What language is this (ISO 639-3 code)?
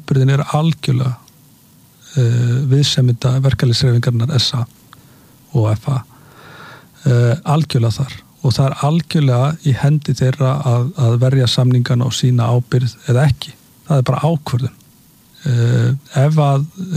isl